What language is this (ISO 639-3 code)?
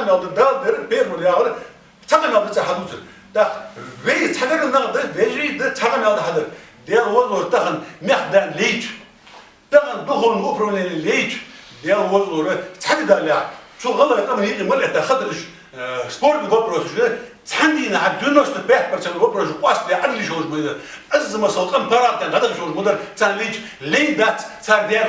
inh